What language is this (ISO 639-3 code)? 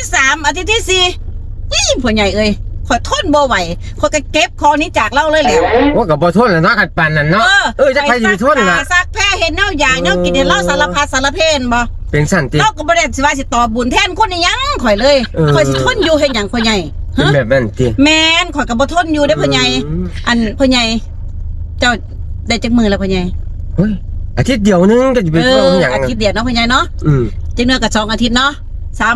tts